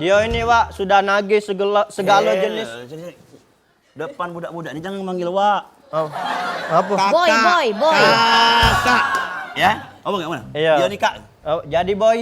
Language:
Musi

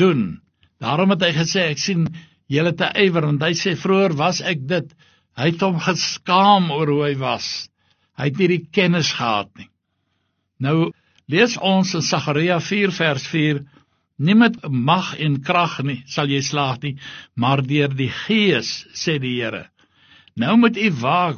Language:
Afrikaans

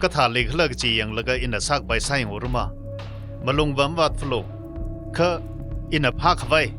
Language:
Tangkhul Naga (India)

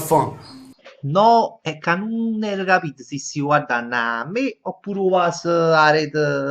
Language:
Neapolitan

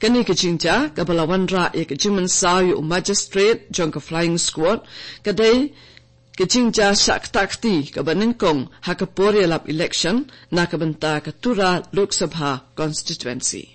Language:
Khasi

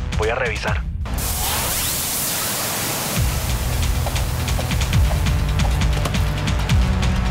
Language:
Spanish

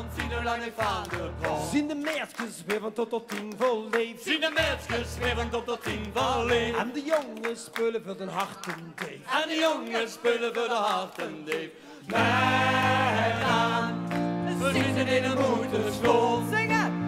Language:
Limburgish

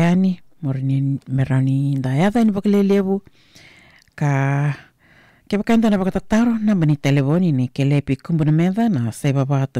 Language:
Fijian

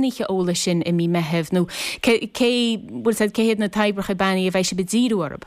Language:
Irish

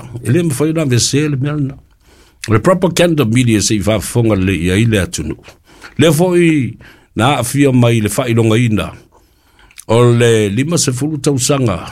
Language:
Samoan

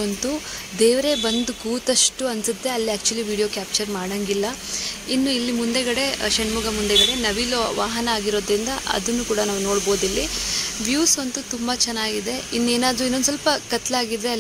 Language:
Kannada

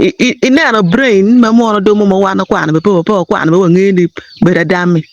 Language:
Acoli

